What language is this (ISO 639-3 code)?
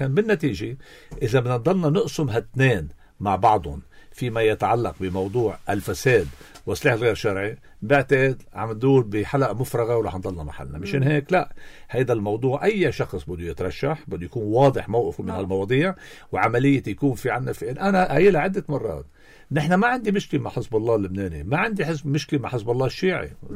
apc